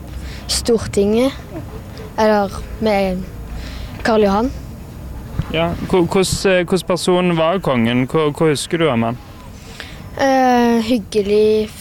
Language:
Norwegian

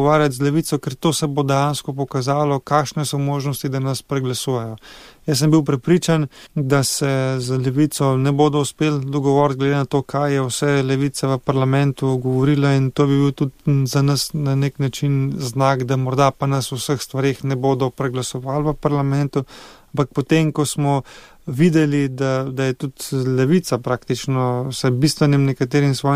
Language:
Slovenian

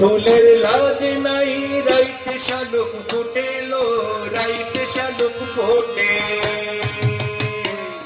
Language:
Bangla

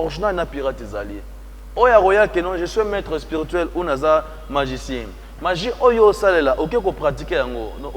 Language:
Lingala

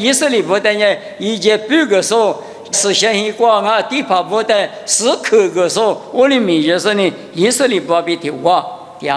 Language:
Lisu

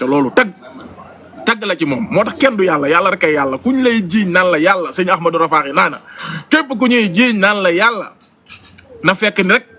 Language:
Wolof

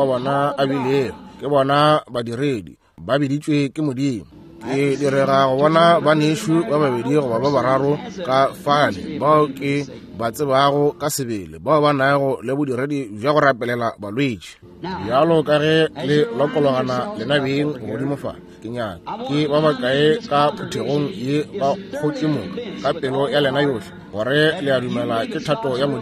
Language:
Northern Sotho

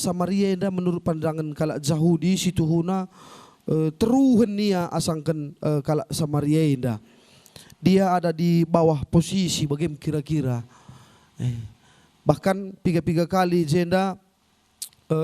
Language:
Batak Karo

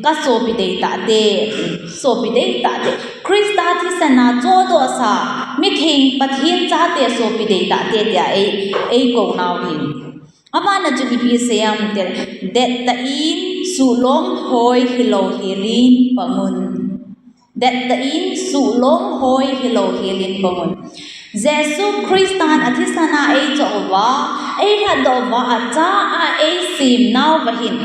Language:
Thado Chin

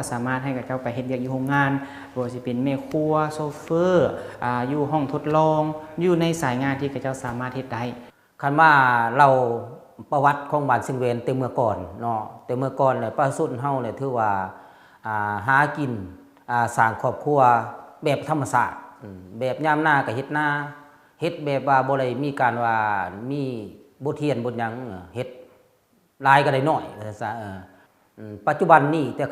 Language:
Lao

